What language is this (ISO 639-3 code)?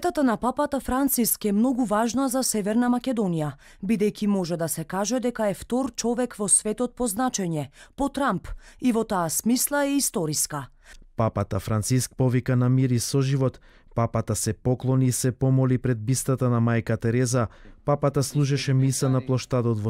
mkd